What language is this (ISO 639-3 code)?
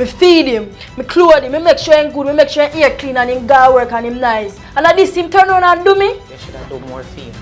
jam